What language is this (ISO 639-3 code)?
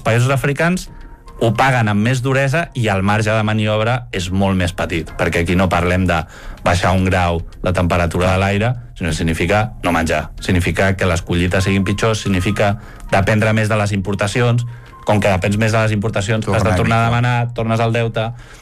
cat